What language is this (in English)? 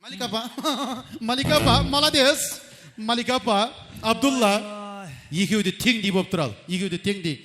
Kara-Kalpak